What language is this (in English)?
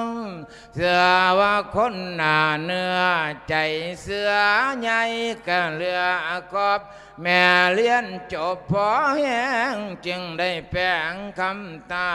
Lao